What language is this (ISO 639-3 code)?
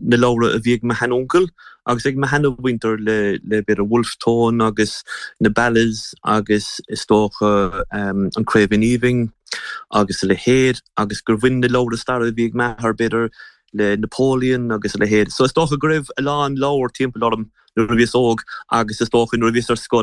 gle